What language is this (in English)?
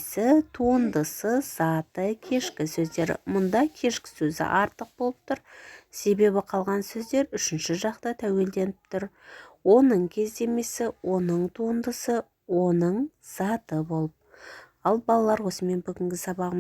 Kazakh